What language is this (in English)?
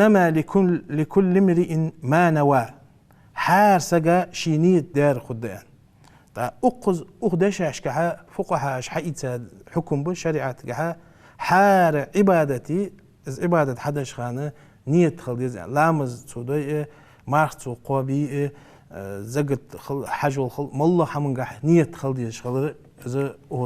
Ingush